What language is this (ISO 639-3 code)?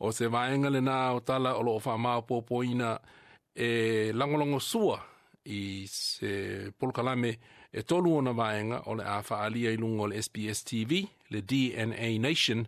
smo